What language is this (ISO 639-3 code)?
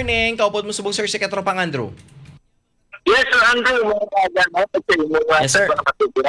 hil